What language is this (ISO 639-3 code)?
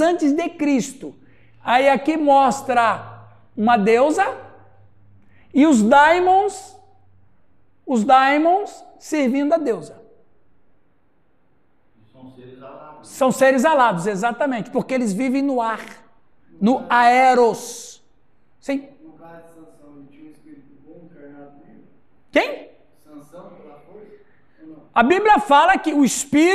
por